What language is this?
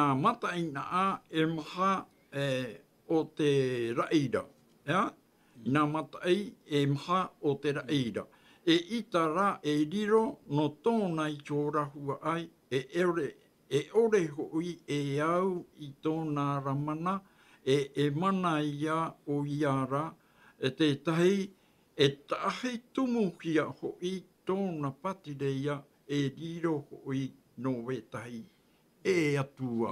Tahitian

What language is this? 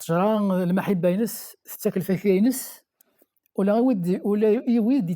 Kabyle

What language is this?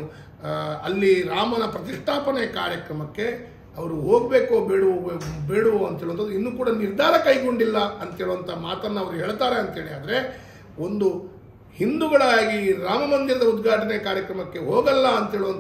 Kannada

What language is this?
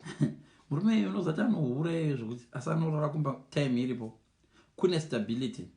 Shona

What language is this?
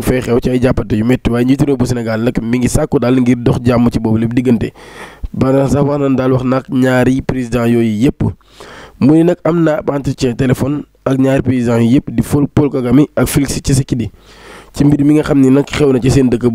Wolof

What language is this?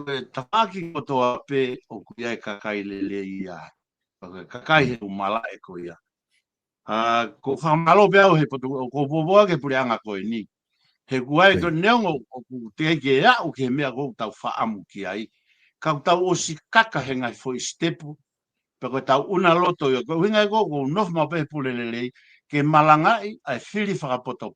Tongan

